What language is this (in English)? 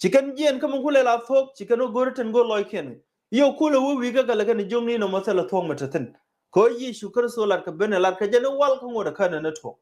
Nuer